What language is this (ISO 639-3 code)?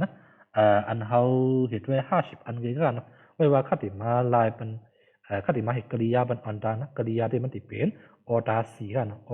shn